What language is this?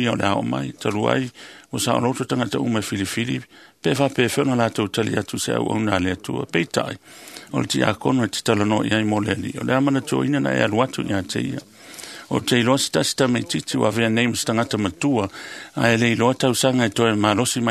Samoan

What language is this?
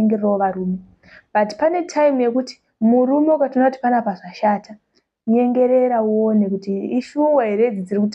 Shona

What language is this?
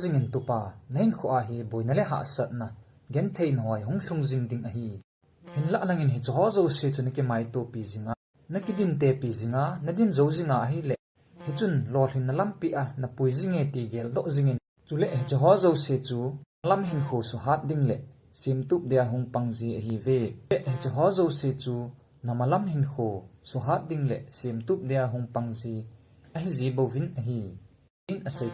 Thado Chin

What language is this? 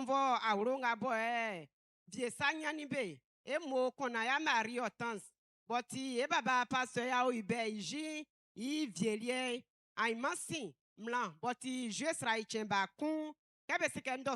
Baoulé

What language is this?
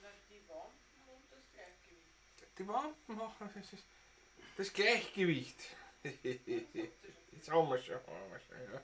Bavarian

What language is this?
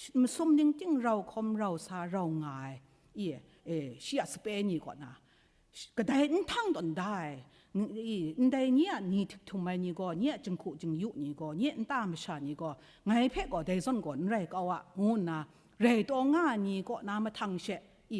Kachin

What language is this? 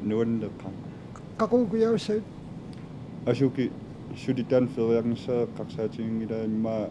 Kalaallisut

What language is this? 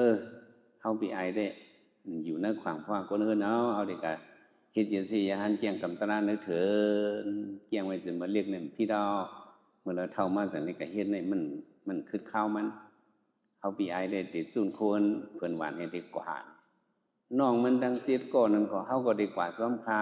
Shan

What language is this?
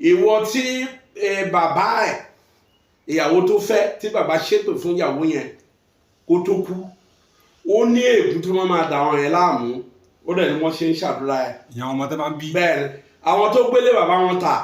Yoruba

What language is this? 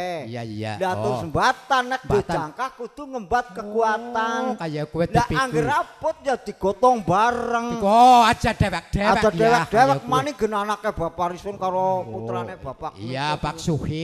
Javanese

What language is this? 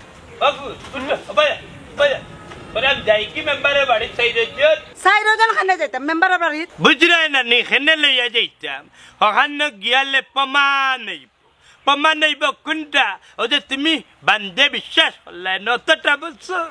Sylheti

